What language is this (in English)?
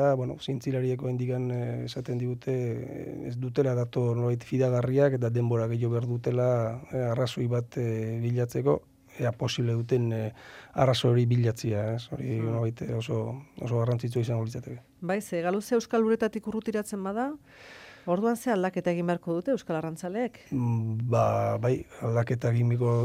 Basque